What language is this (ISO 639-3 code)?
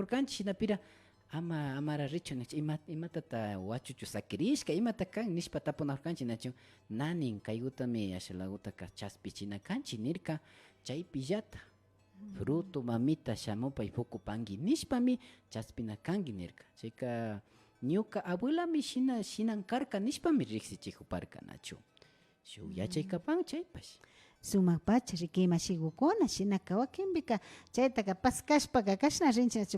qvi